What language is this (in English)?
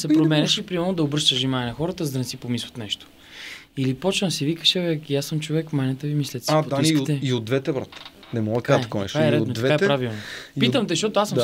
Bulgarian